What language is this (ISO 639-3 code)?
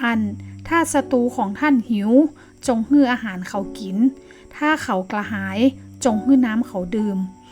nod